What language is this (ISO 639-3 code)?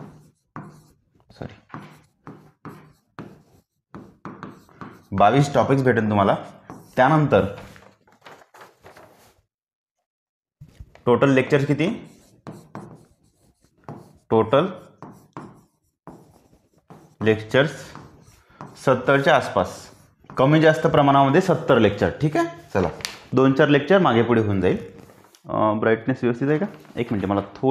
mar